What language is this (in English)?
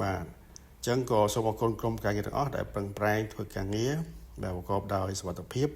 Khmer